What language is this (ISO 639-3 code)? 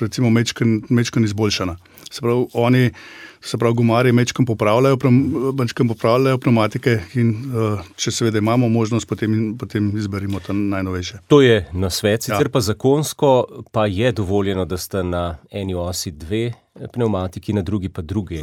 slv